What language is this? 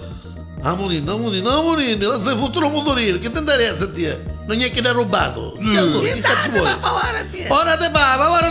Neapolitan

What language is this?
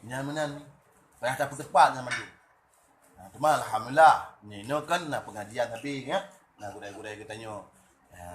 Achinese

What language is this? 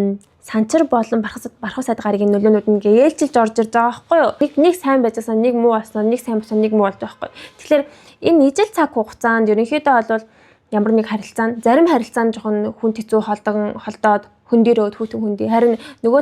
Mongolian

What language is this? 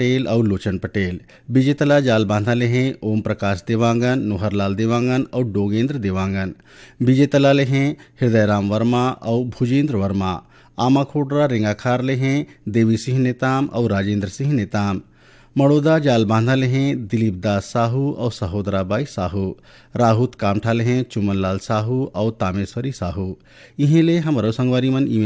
Chhattisgarhi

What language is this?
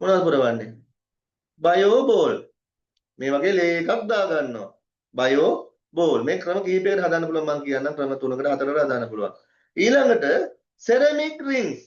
Sinhala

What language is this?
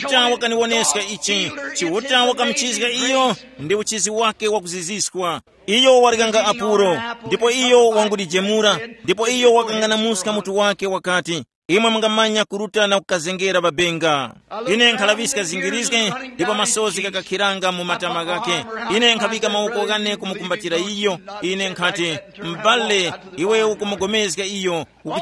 Tumbuka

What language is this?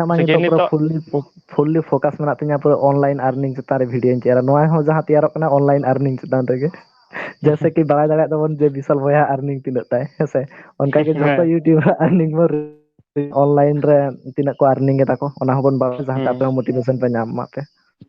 Santali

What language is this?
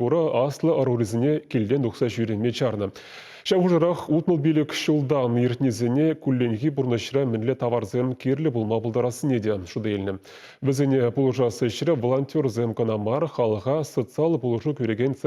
Chuvash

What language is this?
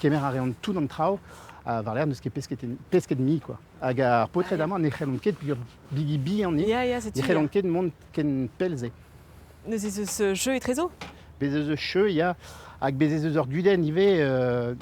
Breton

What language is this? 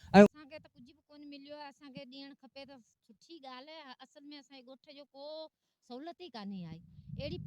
Sindhi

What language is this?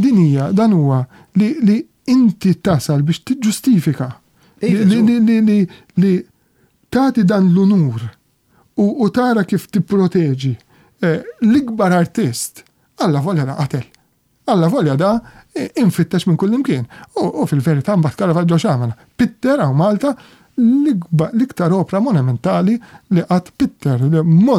Maltese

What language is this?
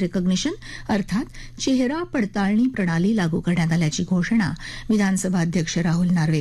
Marathi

